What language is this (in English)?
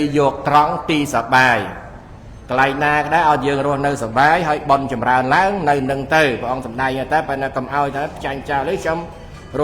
Khmer